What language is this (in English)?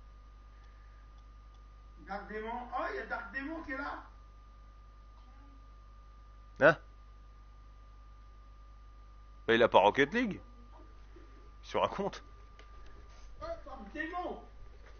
French